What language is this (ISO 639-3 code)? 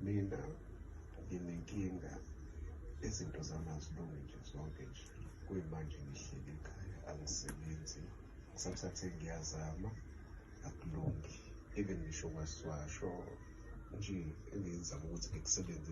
zul